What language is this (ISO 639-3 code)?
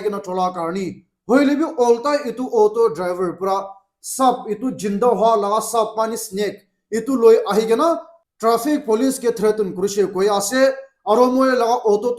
nag